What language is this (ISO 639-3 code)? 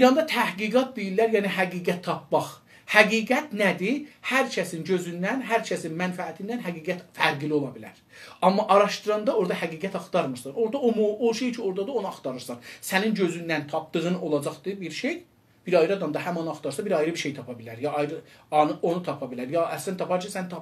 azb